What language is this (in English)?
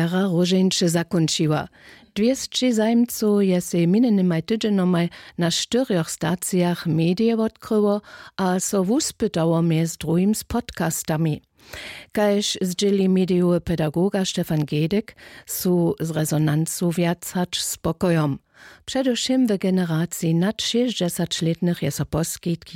Upper Sorbian